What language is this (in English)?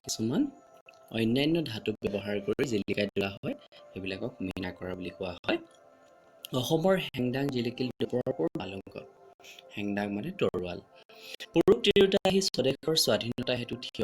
Assamese